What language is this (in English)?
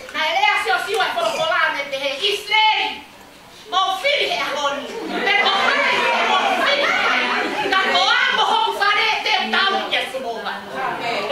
Tongan